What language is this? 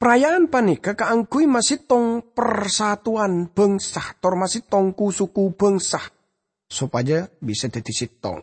Madurese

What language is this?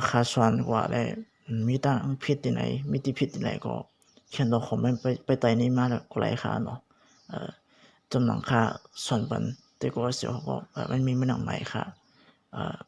Shan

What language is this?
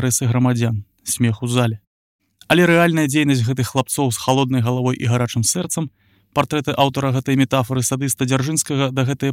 Belarusian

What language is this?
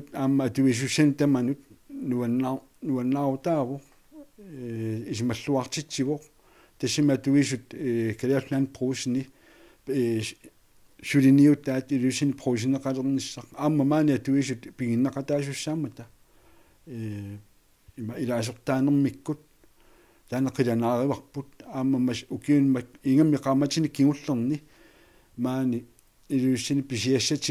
Kalaallisut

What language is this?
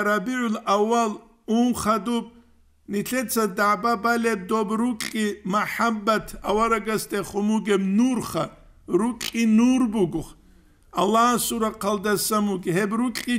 Avaric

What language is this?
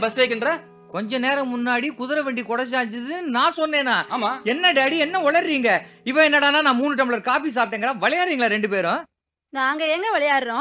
Tamil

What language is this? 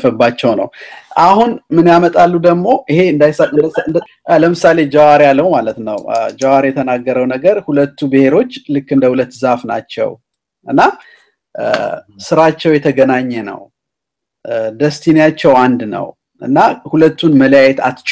Amharic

